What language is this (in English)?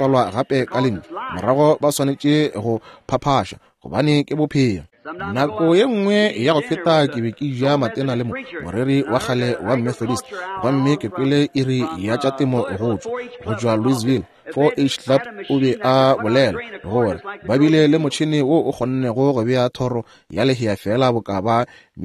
Northern Sotho